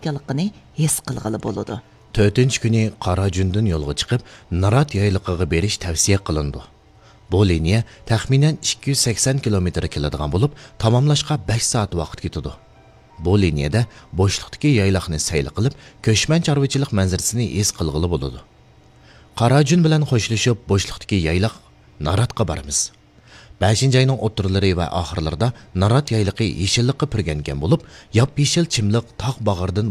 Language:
Uyghur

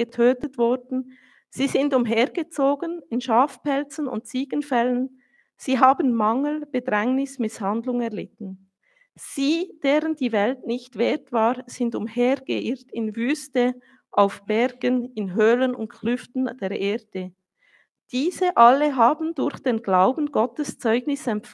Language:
Swiss German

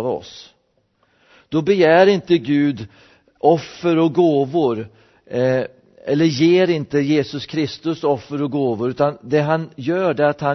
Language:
Swedish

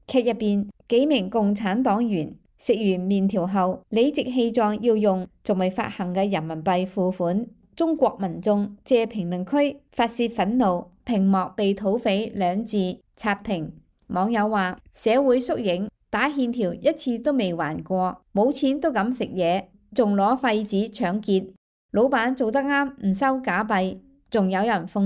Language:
Cantonese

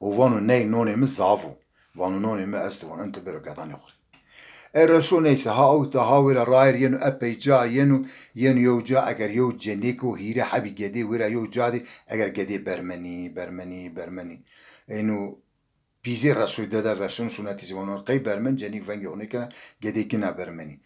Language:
Zaza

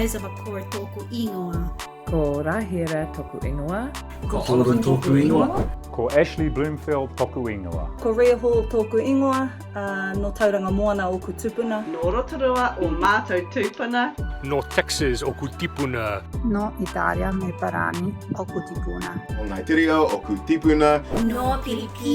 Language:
Māori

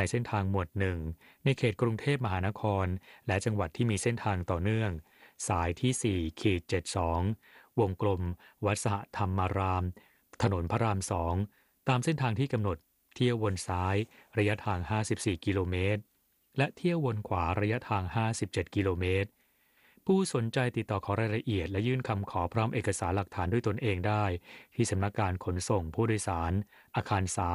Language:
Thai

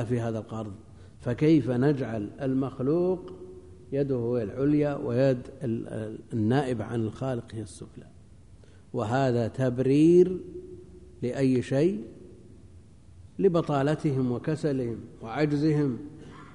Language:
Arabic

